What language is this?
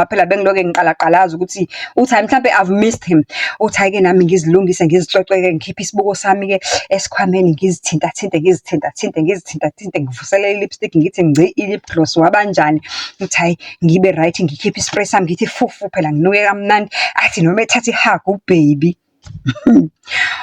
Zulu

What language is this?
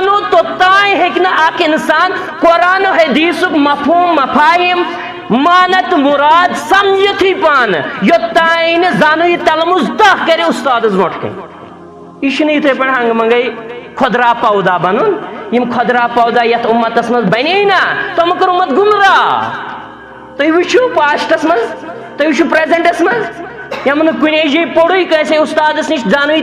Kashmiri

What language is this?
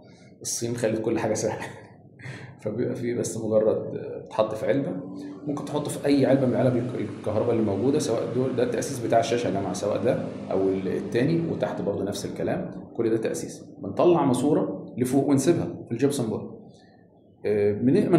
Egyptian Arabic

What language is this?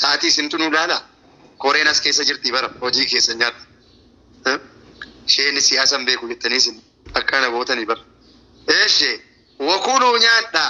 Oromo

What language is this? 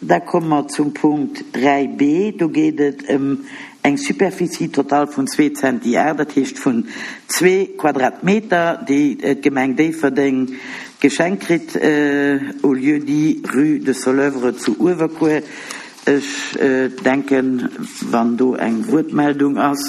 Luxembourgish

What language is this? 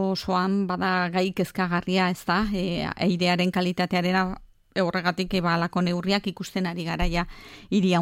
Basque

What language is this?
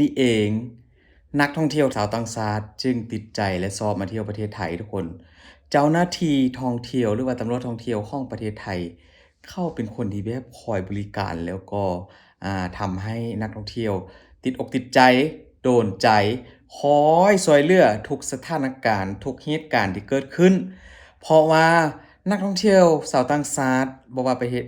Lao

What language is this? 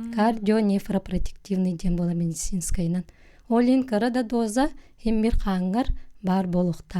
Yakut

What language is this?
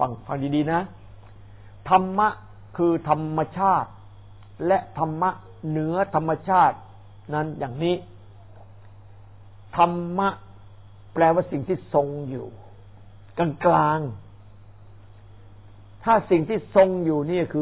Thai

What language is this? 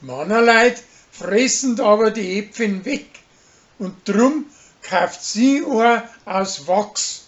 Bavarian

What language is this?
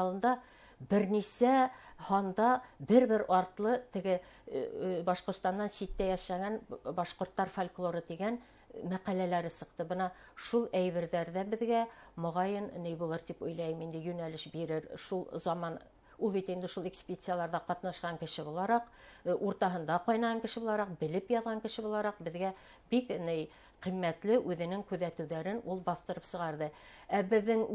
Bashkir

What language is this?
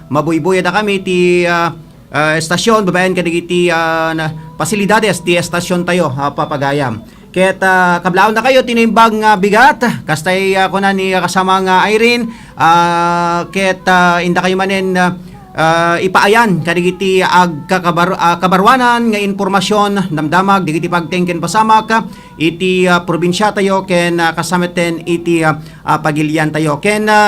Iloko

